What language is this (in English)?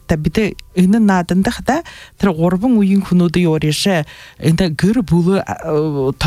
Buriat